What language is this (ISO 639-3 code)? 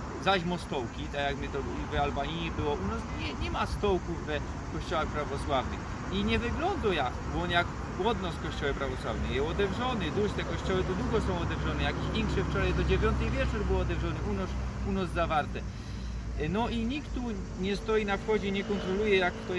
szl